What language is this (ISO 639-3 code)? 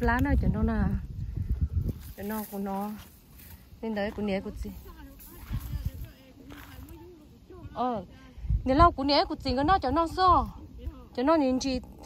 vie